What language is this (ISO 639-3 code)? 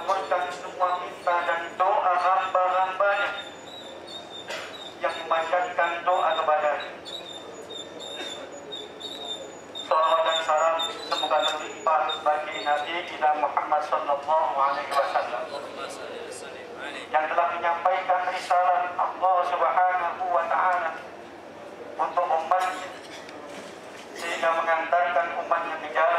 ind